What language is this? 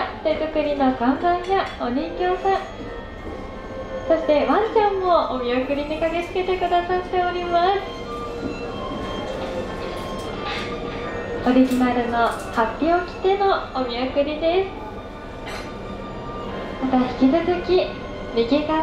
Japanese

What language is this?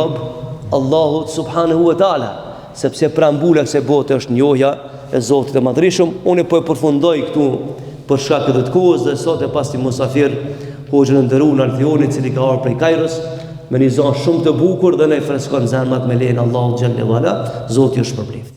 Albanian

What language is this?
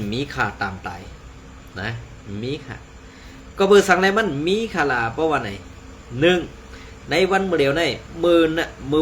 Shan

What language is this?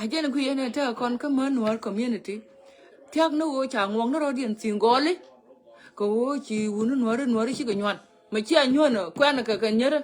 Nuer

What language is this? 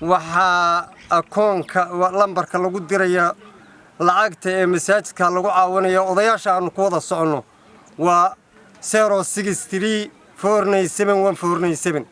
Somali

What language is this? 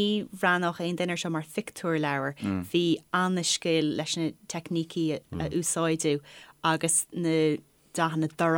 Irish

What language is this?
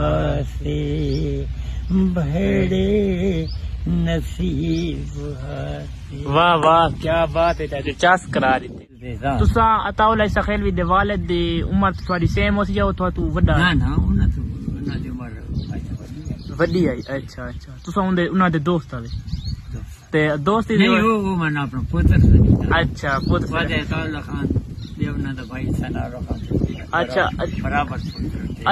Saraiki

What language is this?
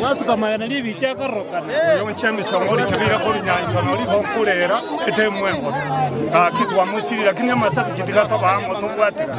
Gusii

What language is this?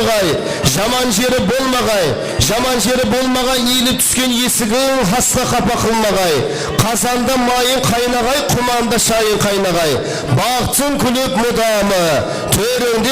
Kara-Kalpak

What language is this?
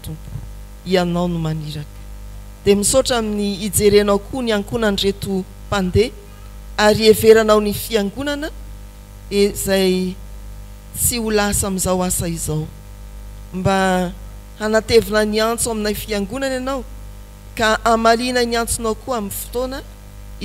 Malagasy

